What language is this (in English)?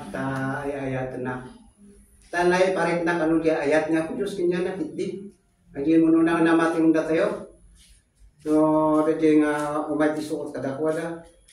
Iloko